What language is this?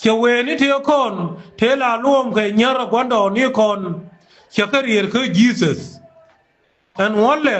Nuer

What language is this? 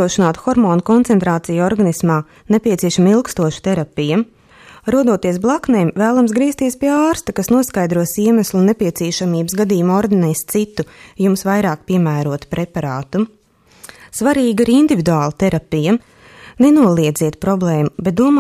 Latvian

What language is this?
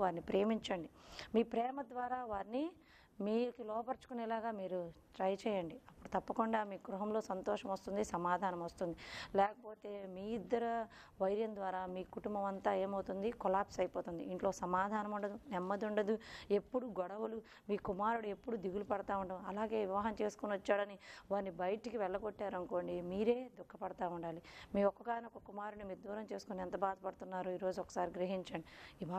Telugu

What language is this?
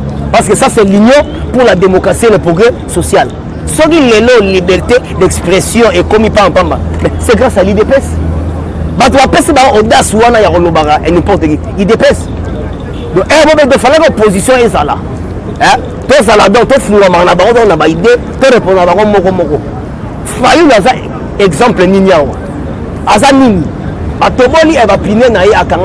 Lingala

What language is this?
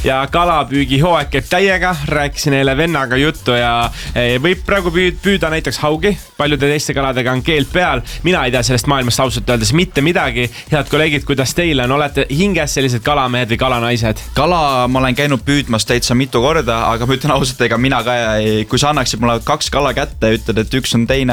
Estonian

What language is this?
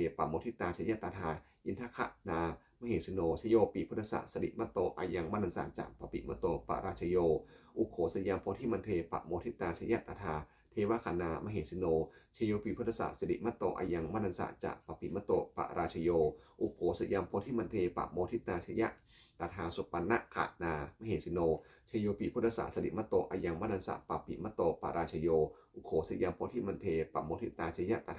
Pali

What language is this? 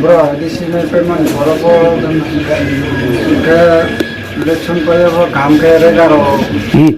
Kok Borok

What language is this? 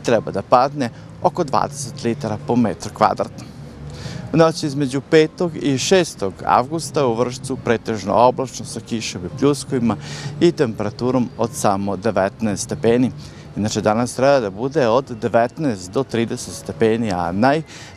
Serbian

